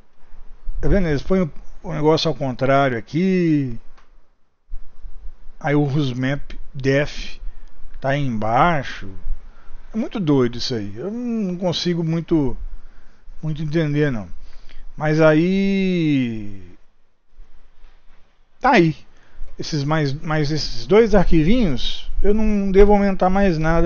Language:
Portuguese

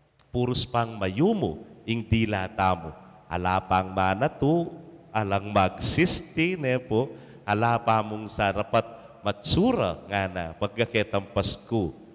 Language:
Pampanga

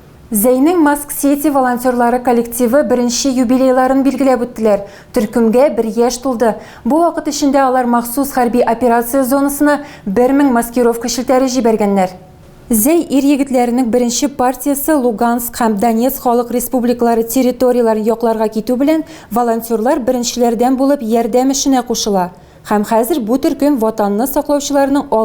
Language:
Tatar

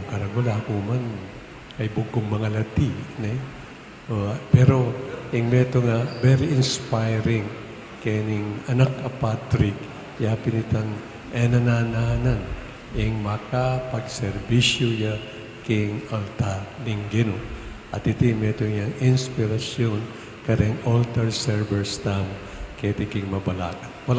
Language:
Pampanga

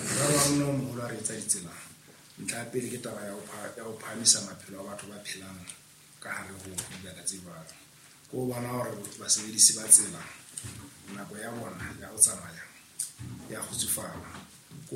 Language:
Southern Sotho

